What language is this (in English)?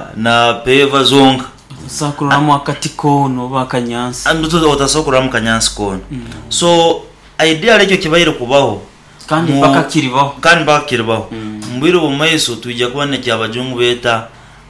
Nyoro